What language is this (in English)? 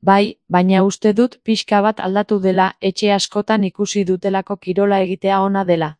Basque